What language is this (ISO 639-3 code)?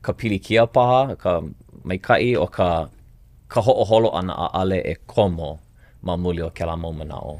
haw